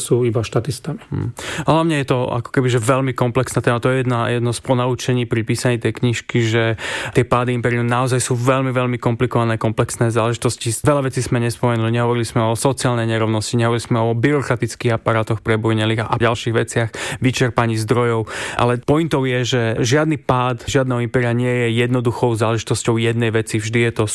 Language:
Slovak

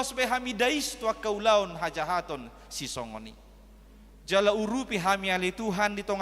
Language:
Batak Toba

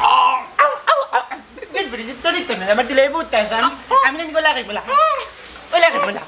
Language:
Sylheti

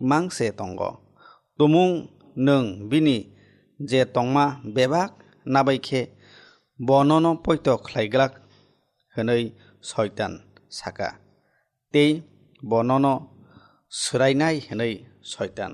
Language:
Kok Borok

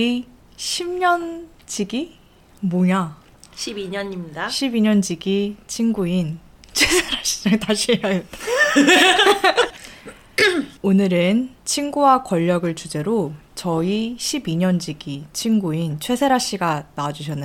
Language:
Korean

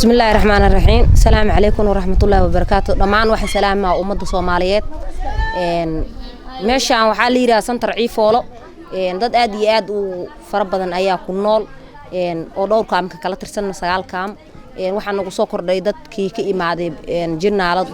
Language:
Somali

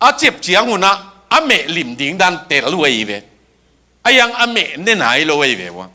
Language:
Tedim Chin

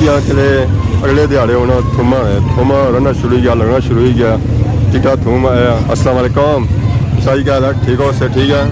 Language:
Pahari-Potwari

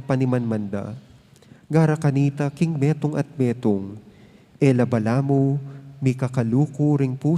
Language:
Pampanga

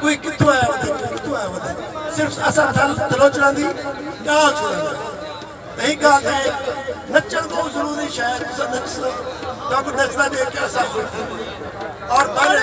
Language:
Saraiki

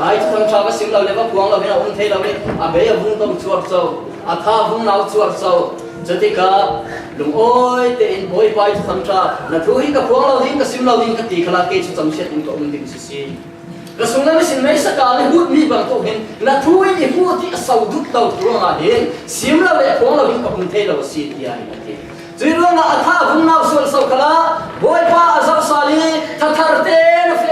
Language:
Falam Chin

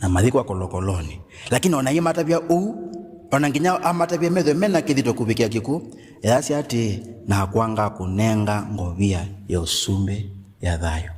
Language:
Kamba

